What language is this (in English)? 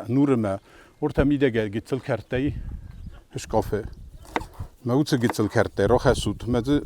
Ossetic